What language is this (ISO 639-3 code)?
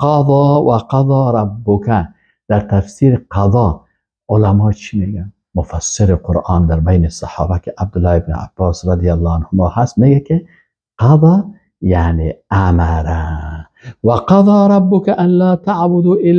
fas